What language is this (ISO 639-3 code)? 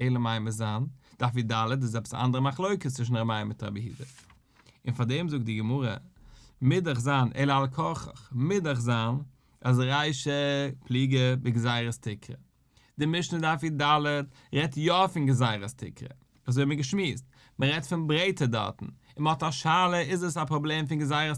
yid